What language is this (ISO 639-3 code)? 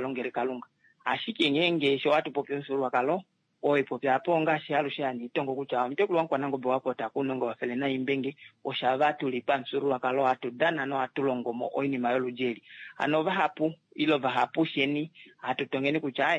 kua